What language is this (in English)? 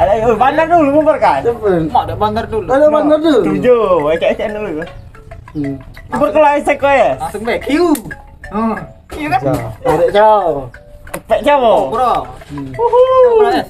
Musi